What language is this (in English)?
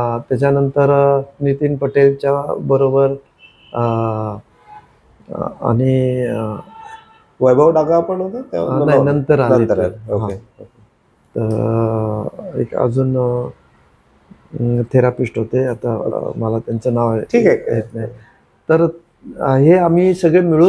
Marathi